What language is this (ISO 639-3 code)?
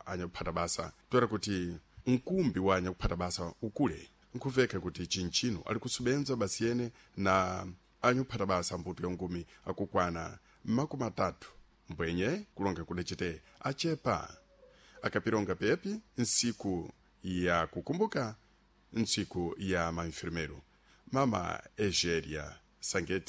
seh